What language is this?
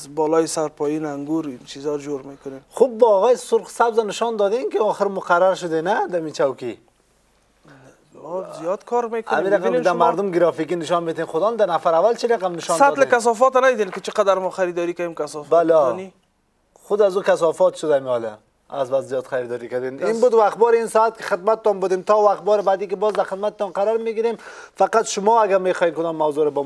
Persian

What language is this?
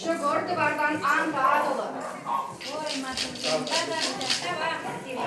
Chuvash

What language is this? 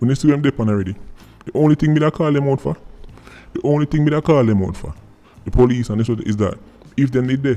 Jamaican Creole English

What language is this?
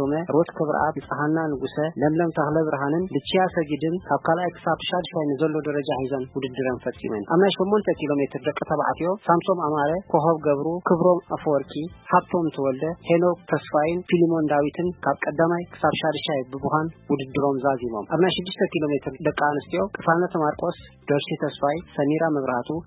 Tigrinya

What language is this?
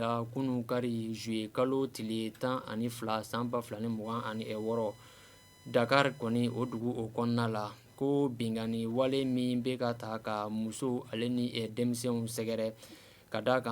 Bambara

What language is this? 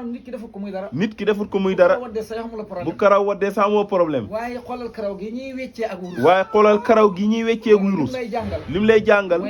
Wolof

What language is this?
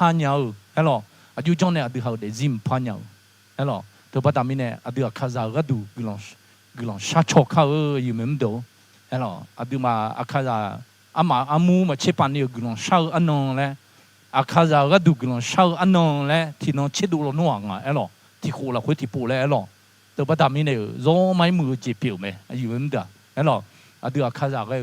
Akha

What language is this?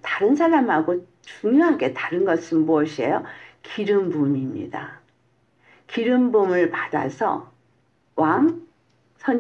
Korean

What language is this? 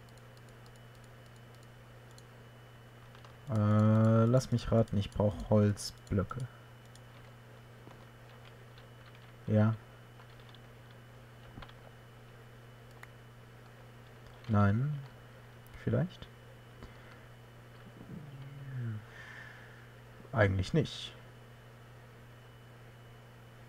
German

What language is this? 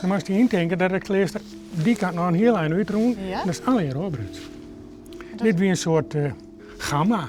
Western Frisian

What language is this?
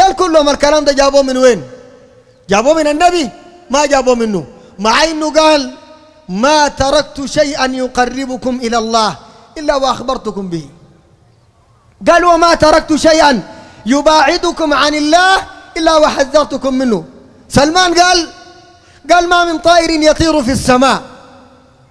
Sudanese Arabic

